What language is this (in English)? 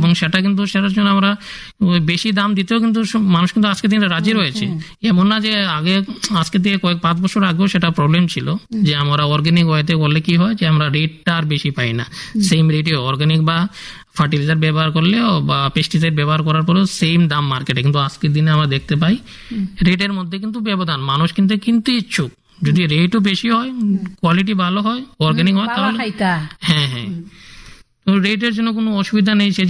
Bangla